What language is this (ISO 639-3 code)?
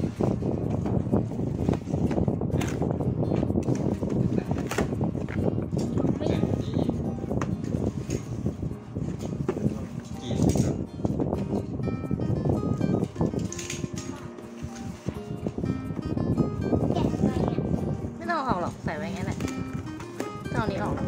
tha